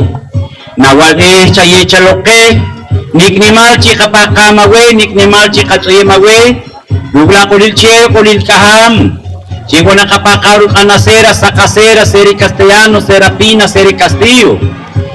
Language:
Poqomchi'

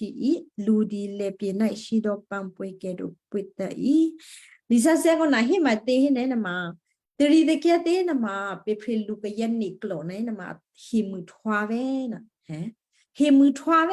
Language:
Western Kayah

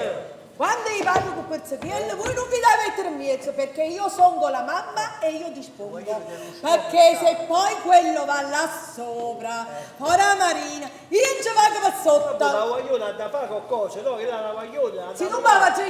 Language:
Neapolitan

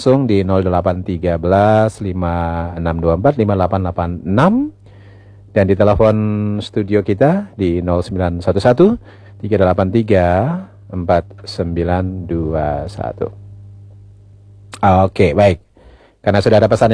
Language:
Indonesian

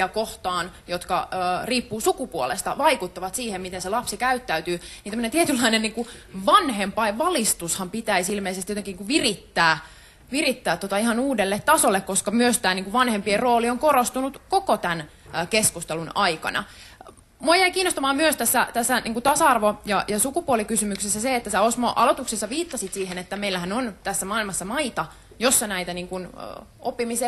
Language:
Finnish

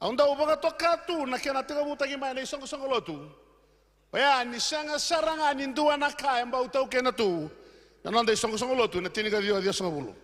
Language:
Fijian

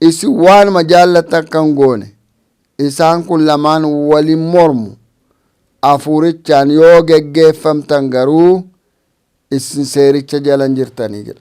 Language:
Oromo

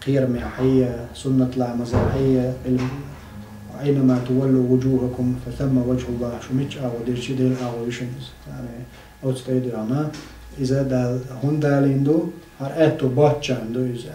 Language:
Chechen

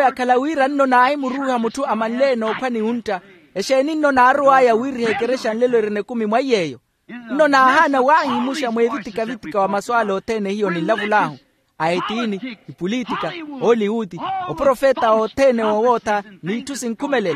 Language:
Makhuwa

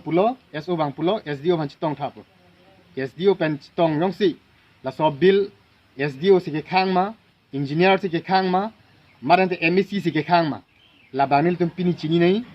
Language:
Karbi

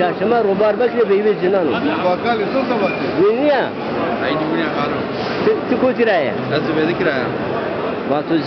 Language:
Zaza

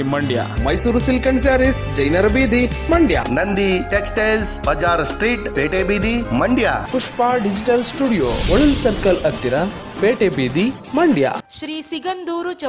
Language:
Kannada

